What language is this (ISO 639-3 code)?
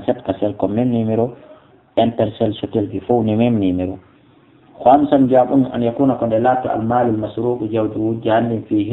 ful